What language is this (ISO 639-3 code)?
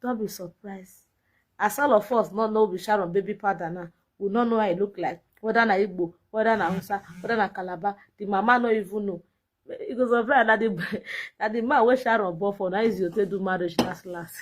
pcm